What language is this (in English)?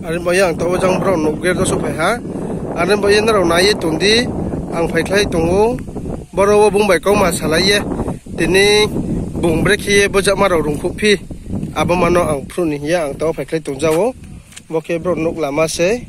Riang (India)